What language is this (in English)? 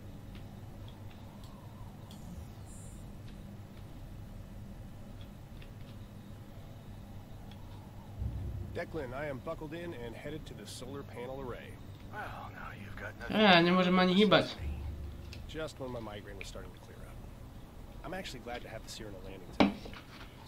Slovak